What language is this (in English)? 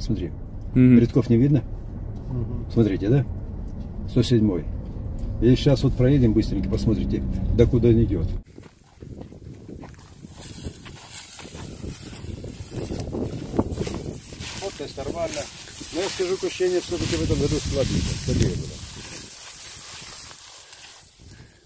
Russian